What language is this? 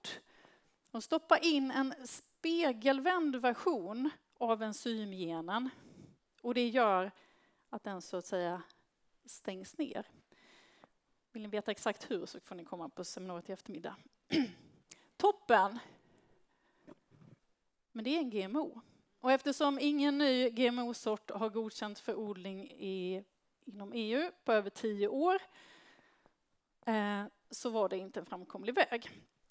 Swedish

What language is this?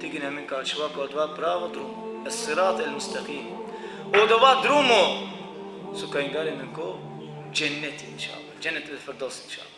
Balkan Romani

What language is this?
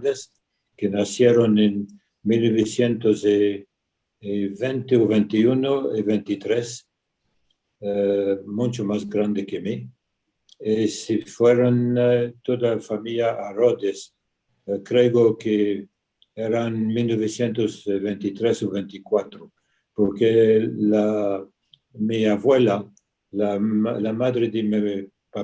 Ladino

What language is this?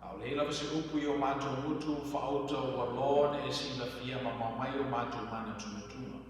Samoan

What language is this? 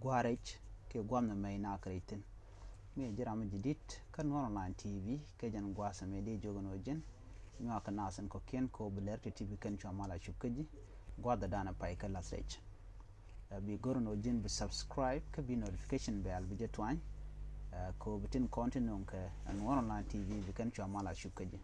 Nuer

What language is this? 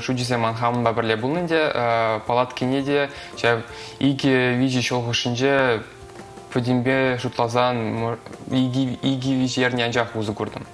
Chuvash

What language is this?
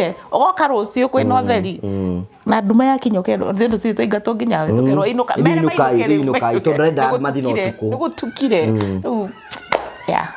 Kikuyu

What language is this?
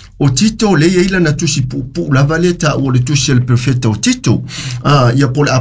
Samoan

